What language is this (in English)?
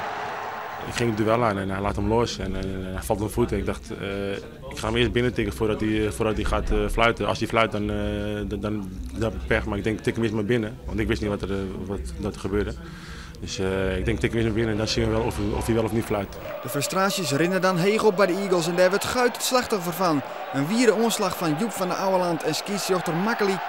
Western Frisian